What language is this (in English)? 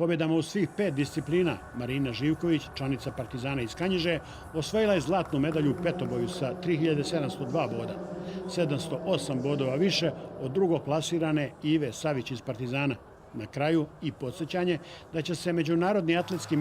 Bosnian